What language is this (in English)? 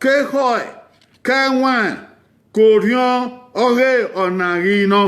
Bini